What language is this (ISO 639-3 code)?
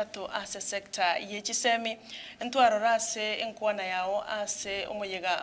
guz